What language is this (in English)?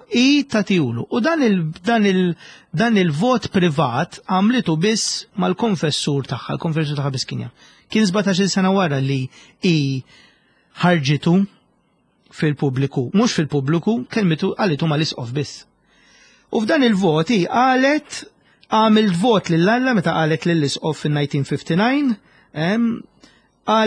Maltese